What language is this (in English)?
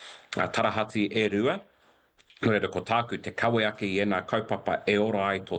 Māori